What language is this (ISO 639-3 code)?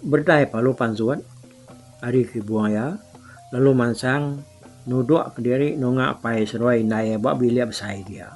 iba